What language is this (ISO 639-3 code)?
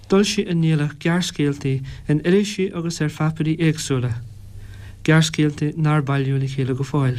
gle